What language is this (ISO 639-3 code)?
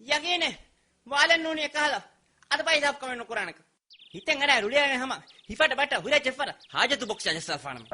div